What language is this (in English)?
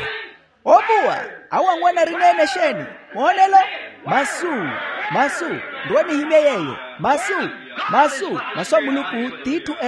Makhuwa